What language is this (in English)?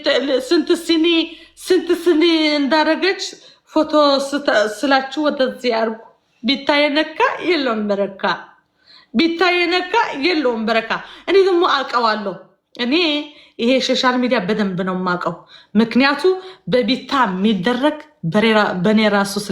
Amharic